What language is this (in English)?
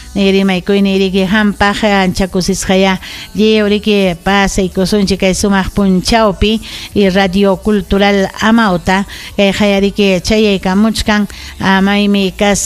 Ayacucho Quechua